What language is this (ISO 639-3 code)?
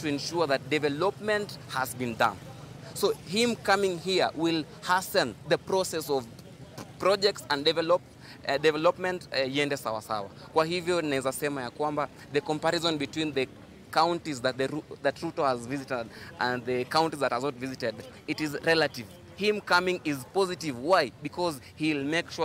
kam